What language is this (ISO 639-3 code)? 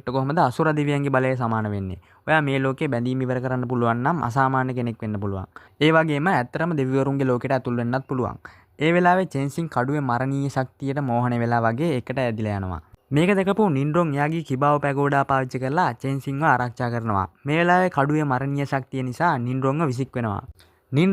sin